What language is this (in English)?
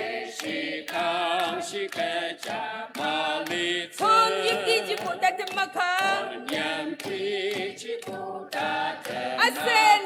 Ao Naga